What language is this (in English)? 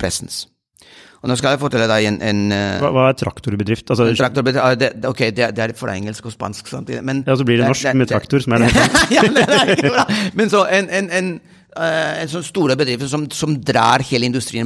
Norwegian